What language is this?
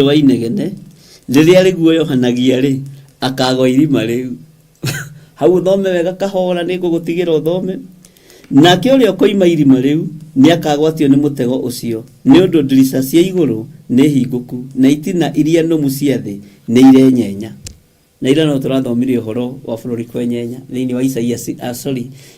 Kikuyu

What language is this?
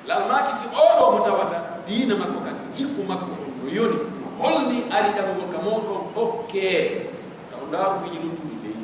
Pular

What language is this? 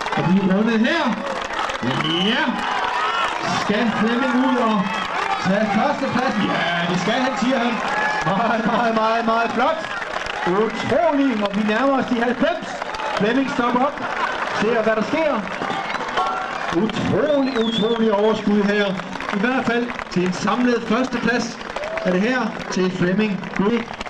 Danish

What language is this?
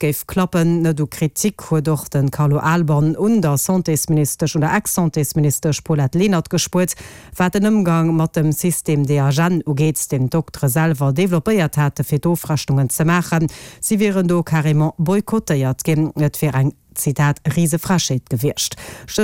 Luxembourgish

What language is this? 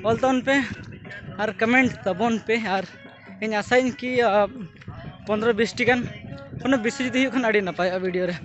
Santali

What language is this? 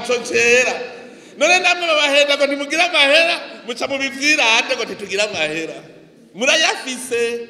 Rundi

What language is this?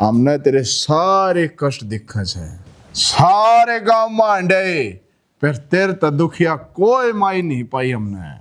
Haryanvi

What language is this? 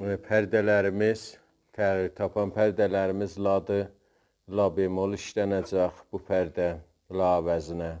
South Azerbaijani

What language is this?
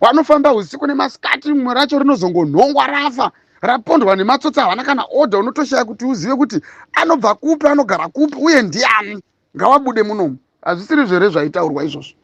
Shona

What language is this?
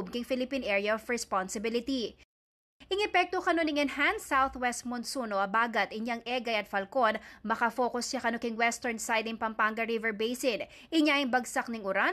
Pampanga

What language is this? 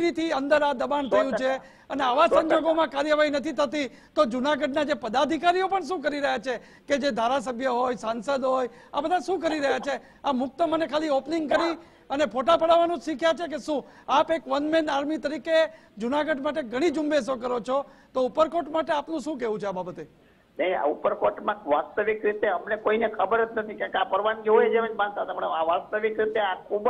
Gujarati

